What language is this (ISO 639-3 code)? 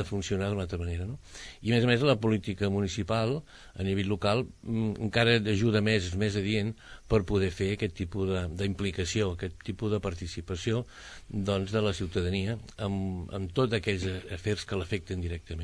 cat